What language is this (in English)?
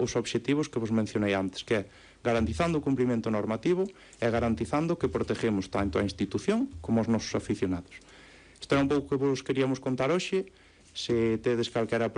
Galician